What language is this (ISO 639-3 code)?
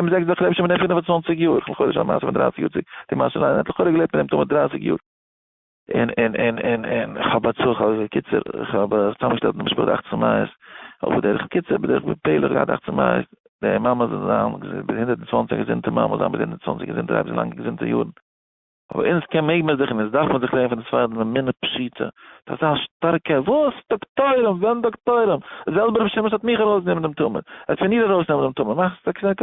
yid